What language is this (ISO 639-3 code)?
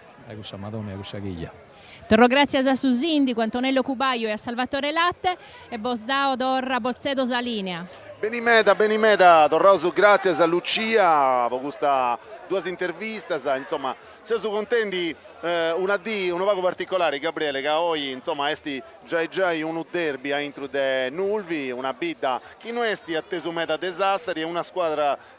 srd